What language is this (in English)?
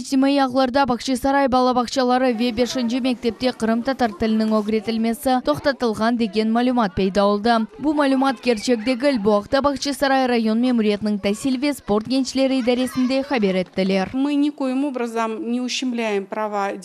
Crimean Tatar